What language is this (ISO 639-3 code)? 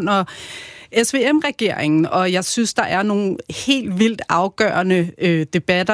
dan